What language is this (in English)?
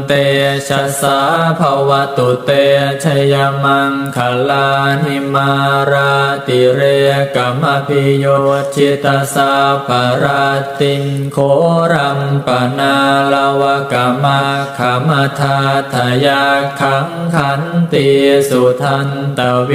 Pali